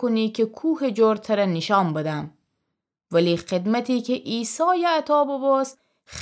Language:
Gilaki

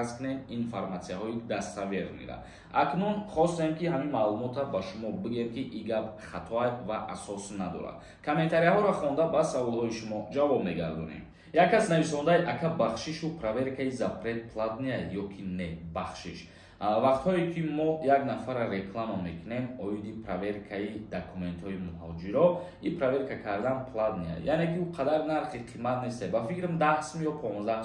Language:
Tajik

